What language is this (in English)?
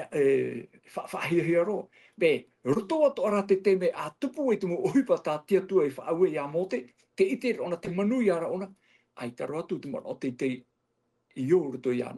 Tahitian